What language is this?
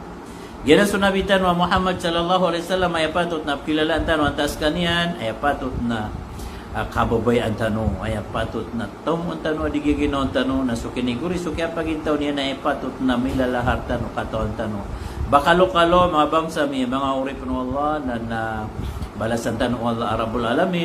Maranao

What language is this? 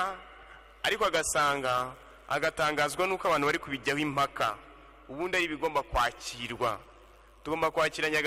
Kinyarwanda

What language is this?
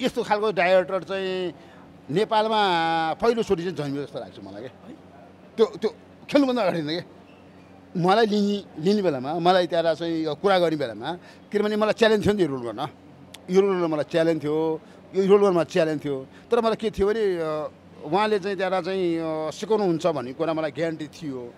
Nepali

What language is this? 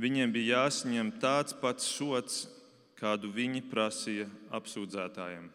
Latvian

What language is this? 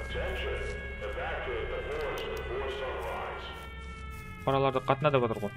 Kara-Kalpak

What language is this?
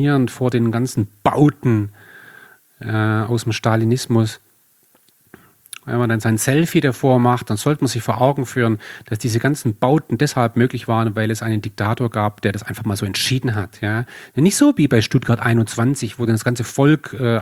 German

